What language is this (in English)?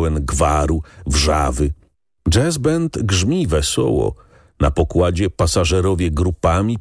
Polish